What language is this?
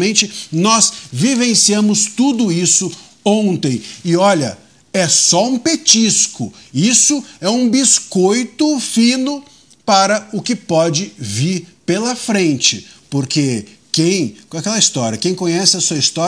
Portuguese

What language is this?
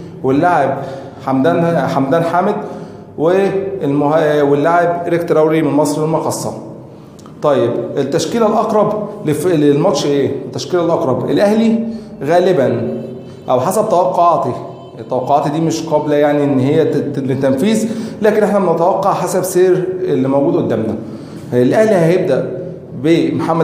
Egyptian Arabic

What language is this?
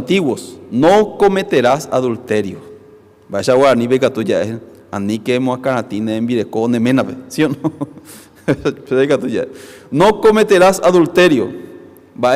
Guarani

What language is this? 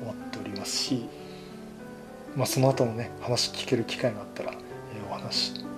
Japanese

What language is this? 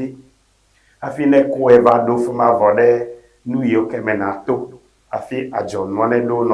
Ewe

